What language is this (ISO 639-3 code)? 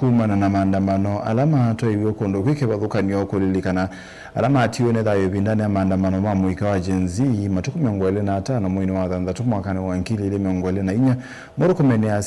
kam